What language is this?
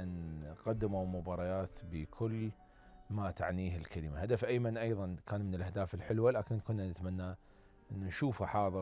Mesopotamian Arabic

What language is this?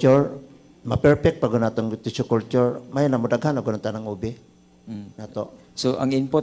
Cebuano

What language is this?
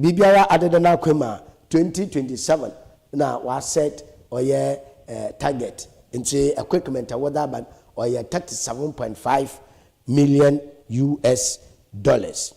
Akan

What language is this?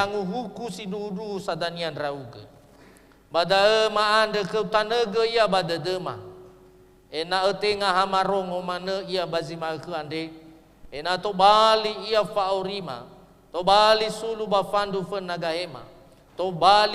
Nias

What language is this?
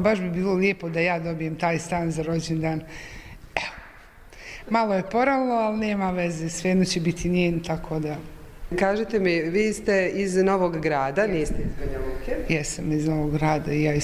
Croatian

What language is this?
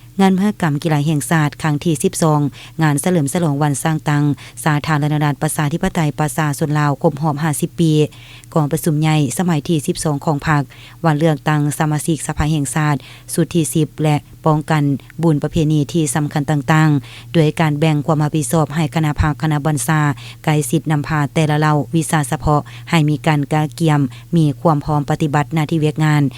Lao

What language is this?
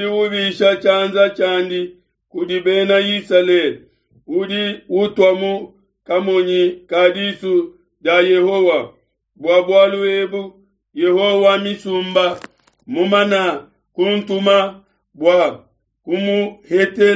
Luba-Lulua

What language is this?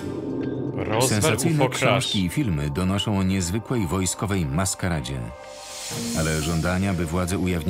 Polish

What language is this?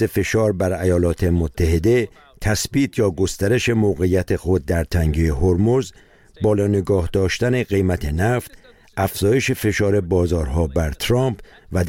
Persian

